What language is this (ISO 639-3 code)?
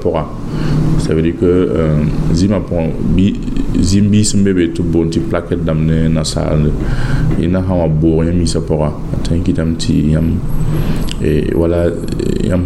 mos